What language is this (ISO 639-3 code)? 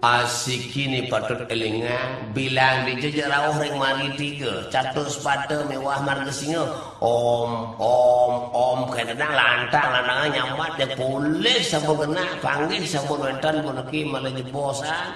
ban